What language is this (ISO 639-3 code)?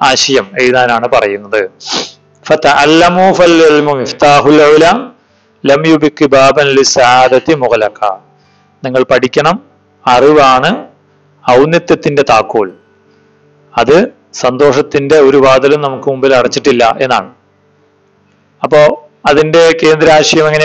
mal